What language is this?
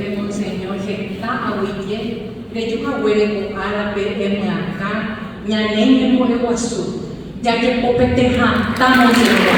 Guarani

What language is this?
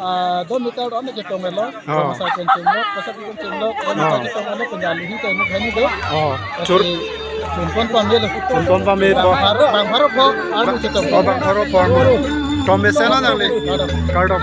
Karbi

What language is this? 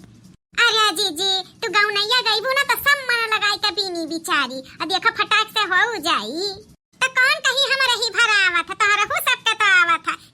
Bhojpuri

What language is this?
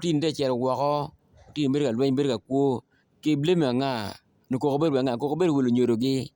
Acoli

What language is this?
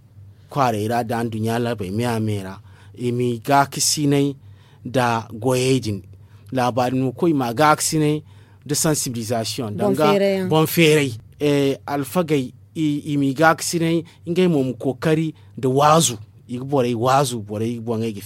Zarma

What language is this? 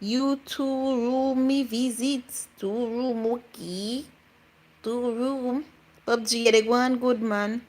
Jamaican Creole English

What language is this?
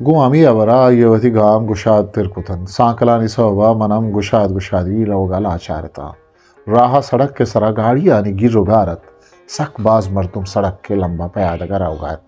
Eastern Balochi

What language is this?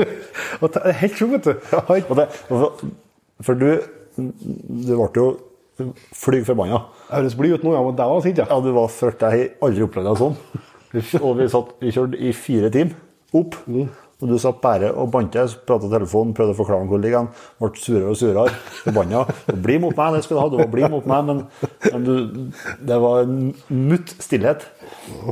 Norwegian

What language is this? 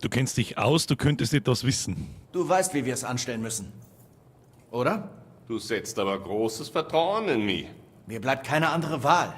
Bavarian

